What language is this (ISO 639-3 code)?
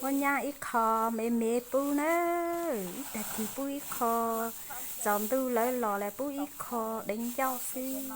hmn